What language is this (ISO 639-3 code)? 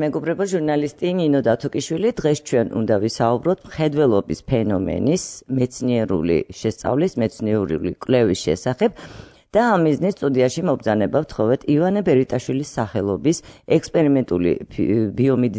kat